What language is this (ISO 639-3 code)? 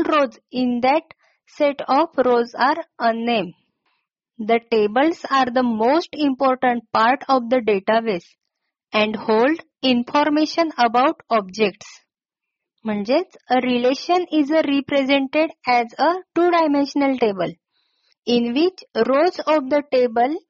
mar